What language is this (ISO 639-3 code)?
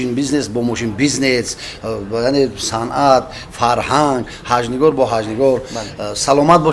tgk